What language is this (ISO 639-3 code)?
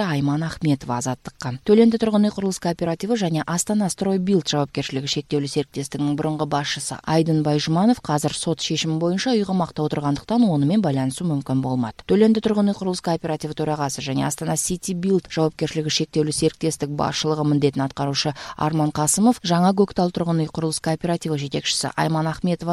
kaz